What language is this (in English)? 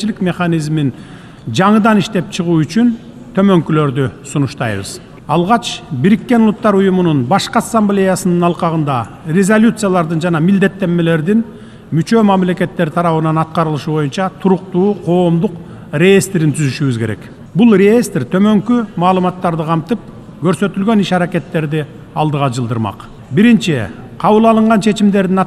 Kyrgyz